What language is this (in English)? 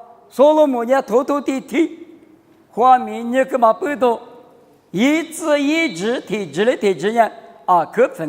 Lisu